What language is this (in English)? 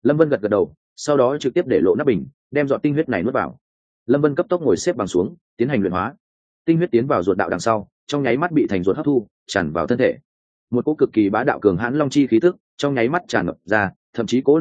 Vietnamese